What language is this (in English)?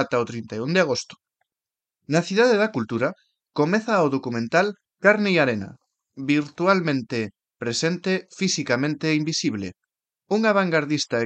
Galician